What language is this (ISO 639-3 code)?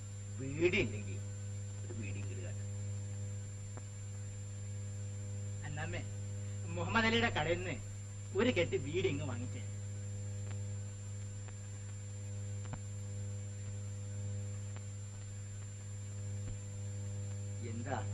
mal